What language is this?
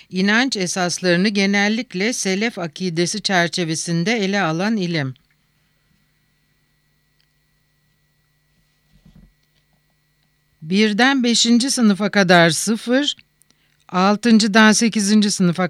Turkish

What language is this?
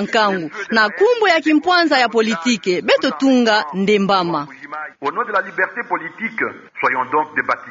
Kituba (Democratic Republic of Congo)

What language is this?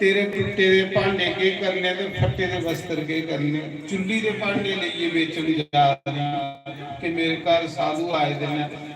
Dogri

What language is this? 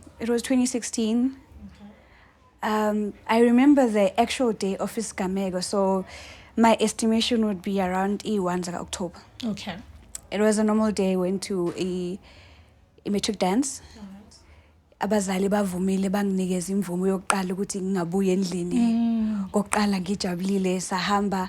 Zulu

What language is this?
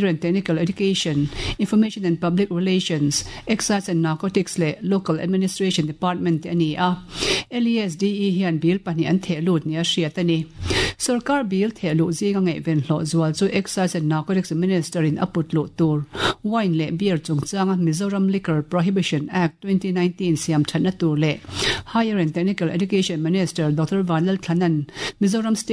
Mizo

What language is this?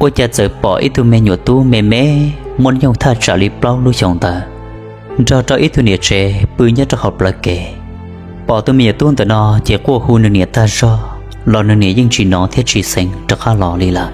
Hmong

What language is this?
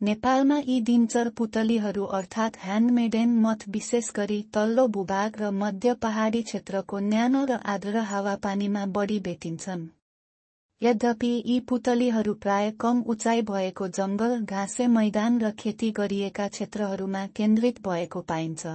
Nepali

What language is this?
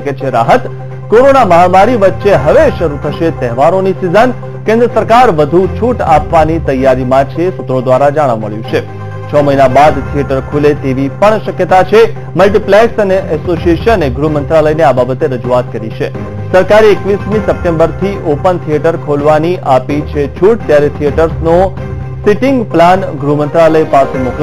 Gujarati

